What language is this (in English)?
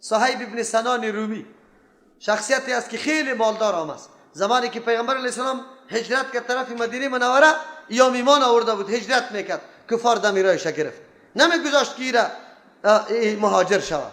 Persian